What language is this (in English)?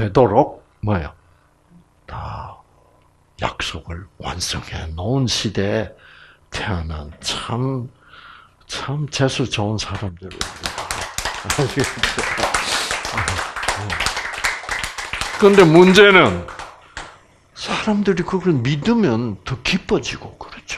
Korean